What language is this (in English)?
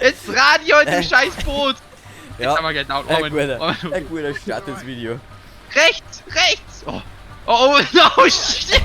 Bavarian